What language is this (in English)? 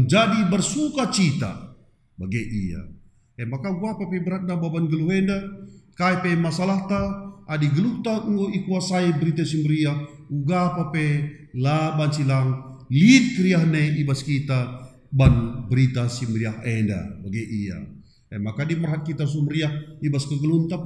Batak Karo